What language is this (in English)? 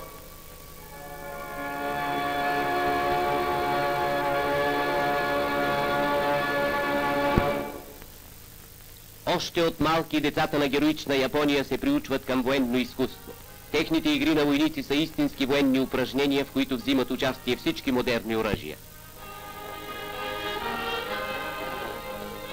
Bulgarian